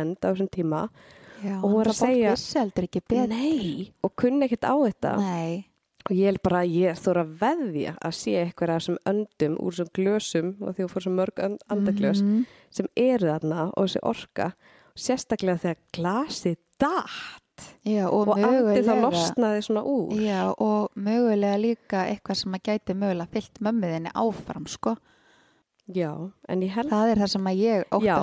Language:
Icelandic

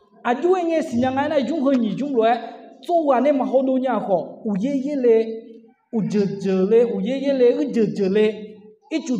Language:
Akha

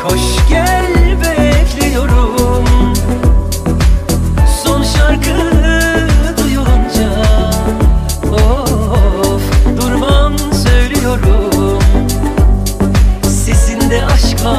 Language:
Turkish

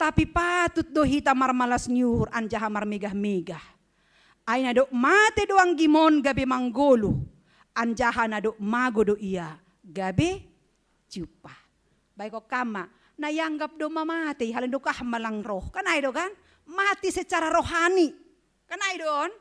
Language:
Batak Simalungun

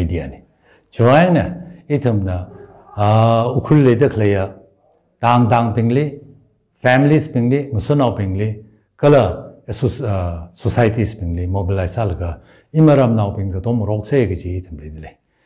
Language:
Tangkhul Naga (India)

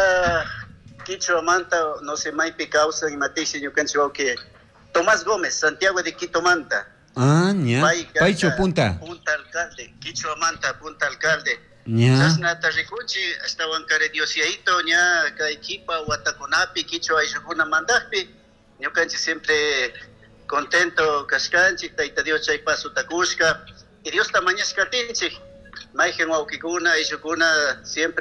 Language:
Chimborazo Highland Quichua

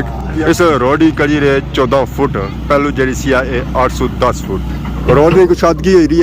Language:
Pahari-Potwari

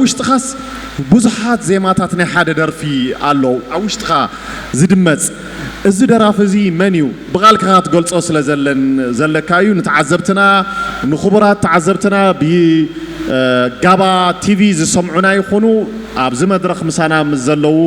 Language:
Tigrinya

